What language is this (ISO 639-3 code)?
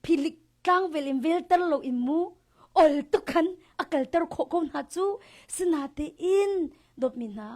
cnh